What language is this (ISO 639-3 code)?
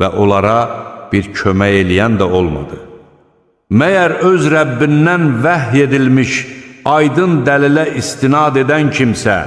aze